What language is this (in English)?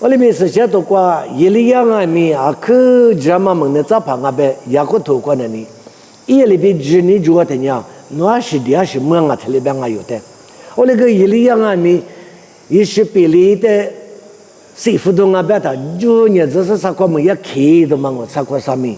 Lisu